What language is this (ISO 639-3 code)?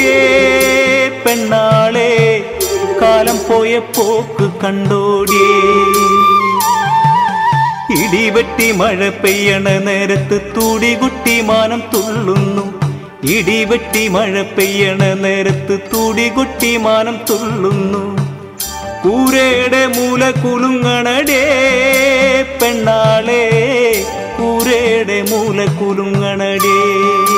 mal